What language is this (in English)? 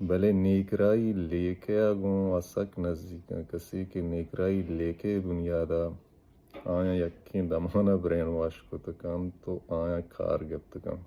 Baluchi